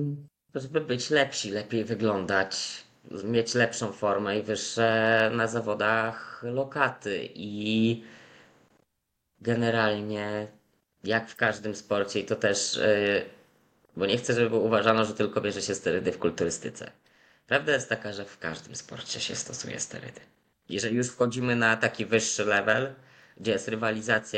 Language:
Polish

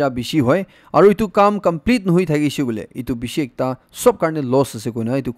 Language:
Naga Pidgin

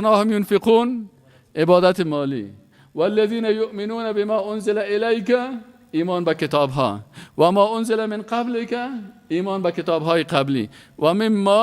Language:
Persian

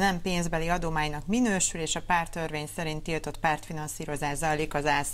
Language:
Hungarian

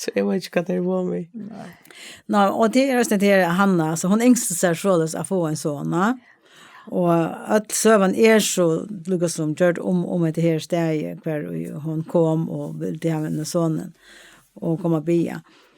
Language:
Faroese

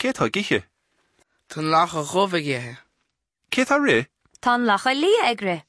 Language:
Irish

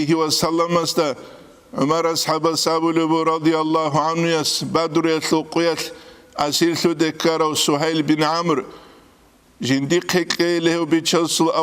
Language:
Avaric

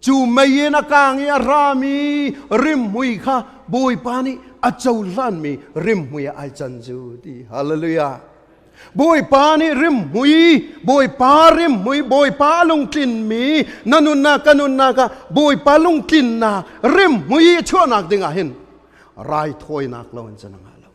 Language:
Hakha Chin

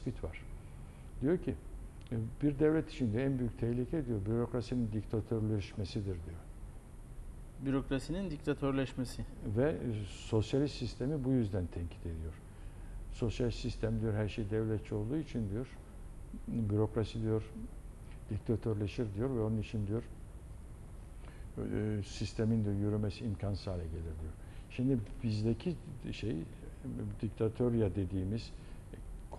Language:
Turkish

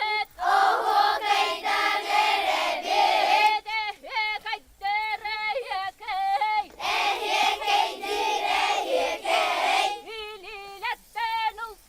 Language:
Yakut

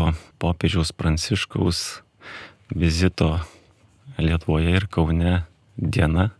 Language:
Lithuanian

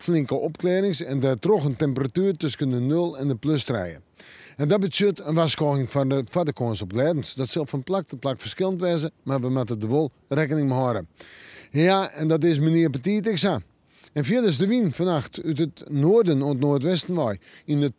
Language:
Western Frisian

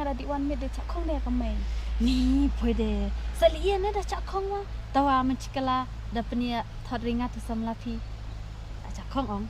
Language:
Khasi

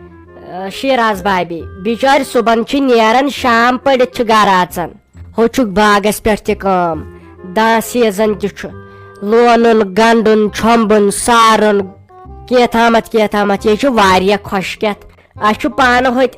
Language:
Kashmiri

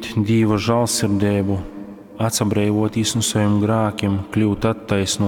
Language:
Latgalian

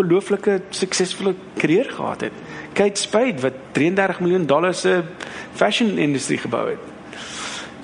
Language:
Afrikaans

